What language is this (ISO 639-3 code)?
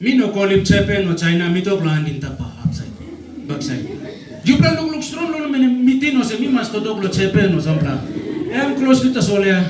tpi